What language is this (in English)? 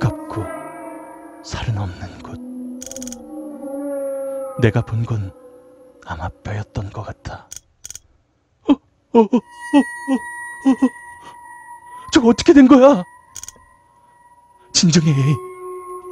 Korean